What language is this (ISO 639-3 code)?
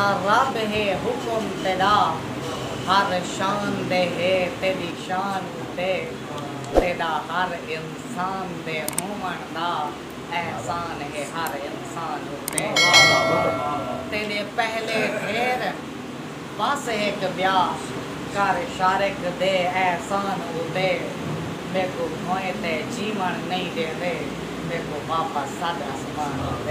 skr